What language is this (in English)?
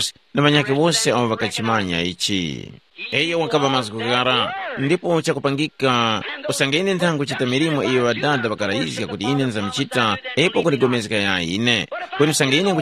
Tumbuka